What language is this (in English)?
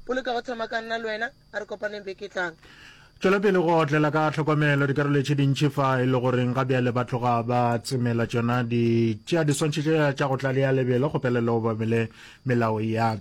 Northern Sotho